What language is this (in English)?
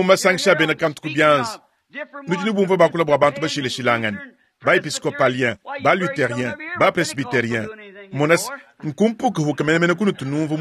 Luba-Lulua